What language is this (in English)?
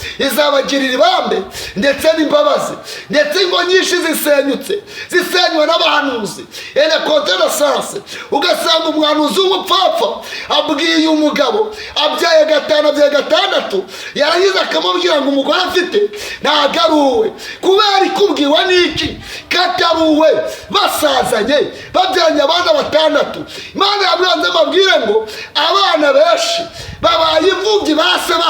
Kinyarwanda